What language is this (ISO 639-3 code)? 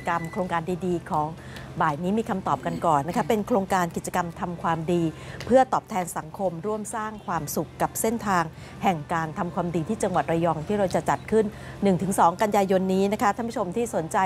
tha